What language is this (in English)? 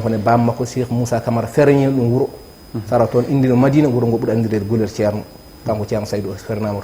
Fula